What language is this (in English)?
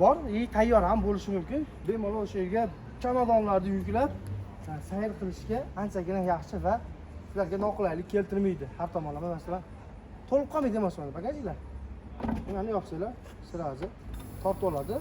Uzbek